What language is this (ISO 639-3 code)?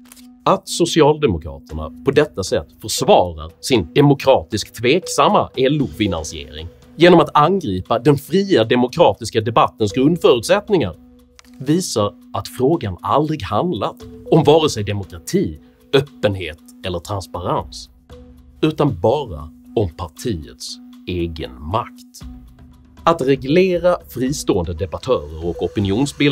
swe